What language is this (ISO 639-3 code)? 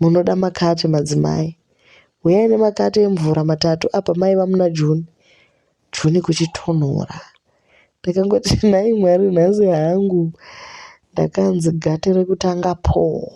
sna